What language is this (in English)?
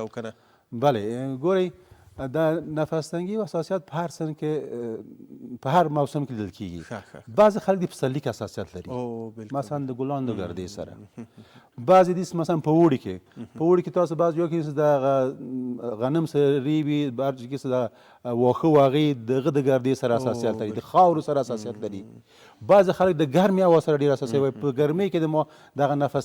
Pashto